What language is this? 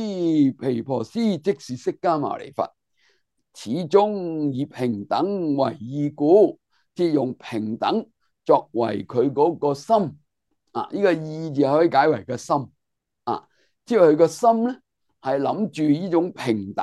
Cantonese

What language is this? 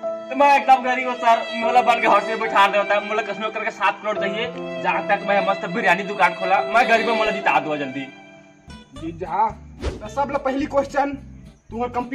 Chhattisgarhi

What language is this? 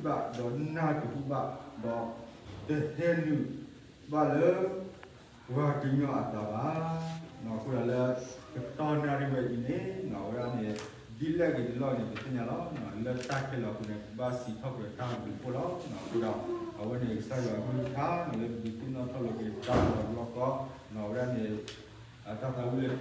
S'gaw Karen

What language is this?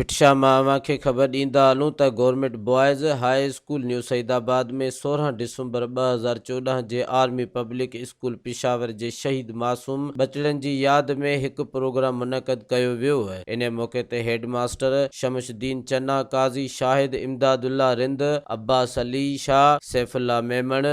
Sindhi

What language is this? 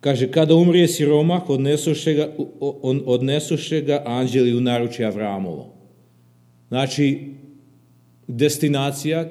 Serbian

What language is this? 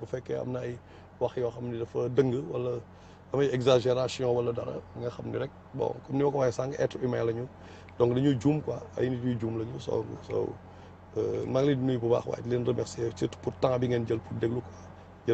Wolof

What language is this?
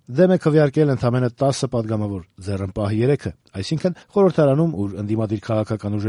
Armenian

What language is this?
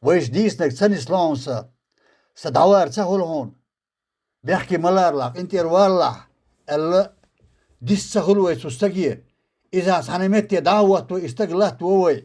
Chechen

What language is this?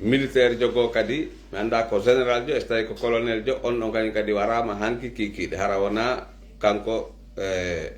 Pular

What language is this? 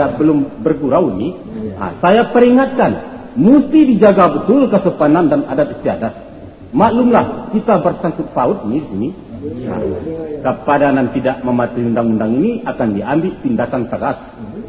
Minangkabau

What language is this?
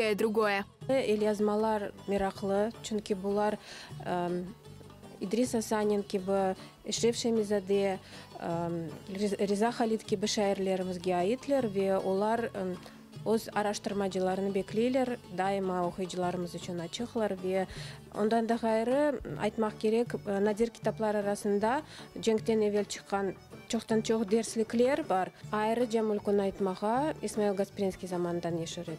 Crimean Tatar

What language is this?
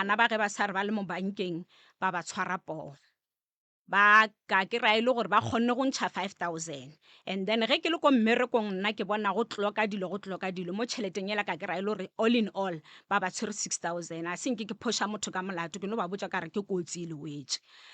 Northern Sotho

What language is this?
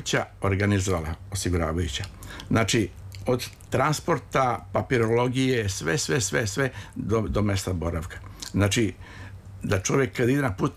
Serbian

